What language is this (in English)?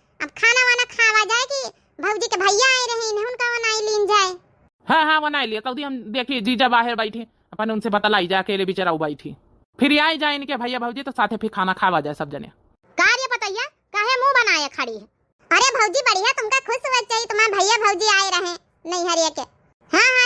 Awadhi